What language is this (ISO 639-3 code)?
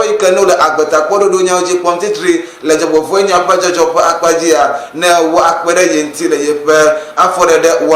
ewe